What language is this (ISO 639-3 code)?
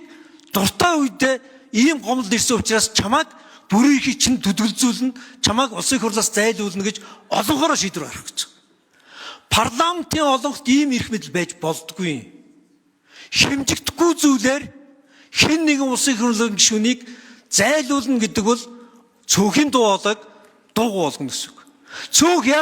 mon